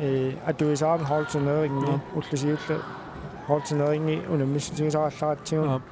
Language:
Kalaallisut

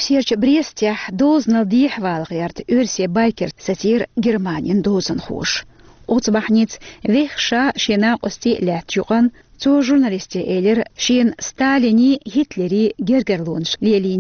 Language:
Chechen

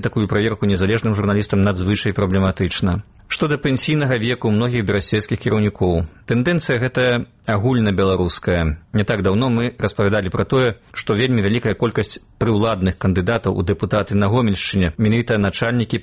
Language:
Belarusian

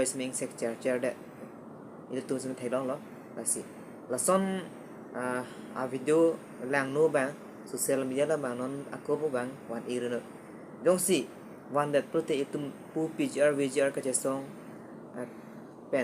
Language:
Karbi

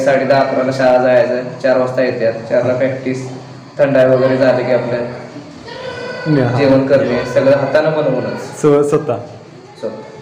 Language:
Marathi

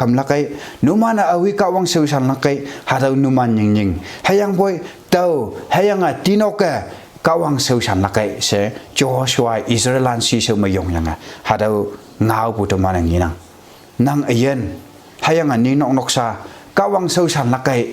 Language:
Konyak Naga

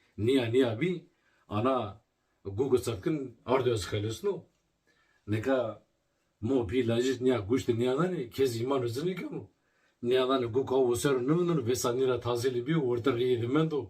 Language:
Zaza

